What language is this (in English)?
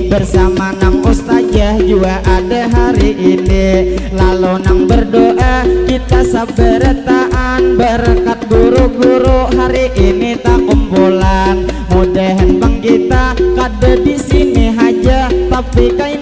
Banjar